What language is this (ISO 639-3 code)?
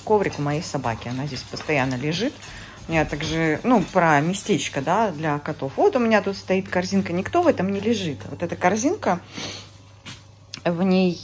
rus